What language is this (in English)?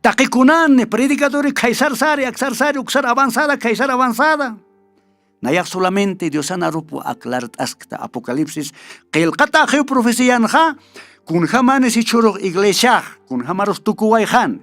Aymara